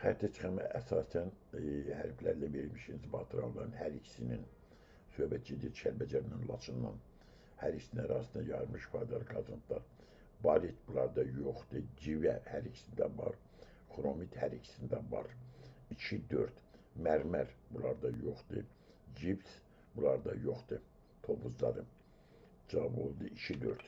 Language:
Azerbaijani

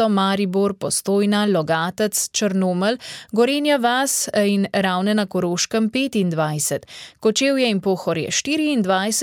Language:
Slovenian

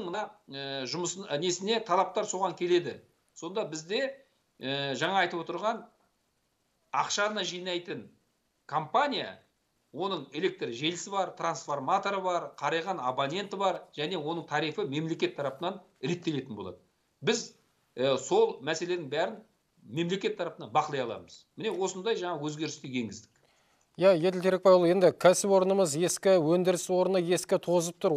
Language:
Kazakh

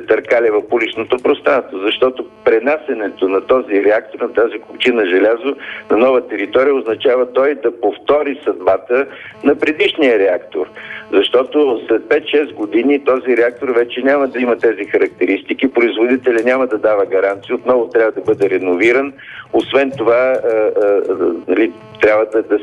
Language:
Bulgarian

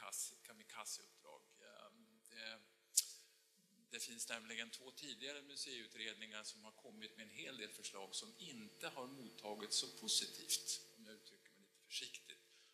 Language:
Swedish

